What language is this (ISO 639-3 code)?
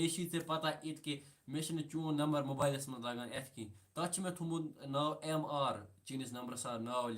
kas